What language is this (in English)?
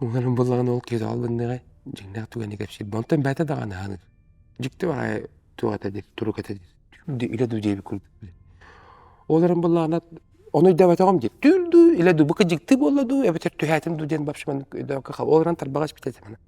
Yakut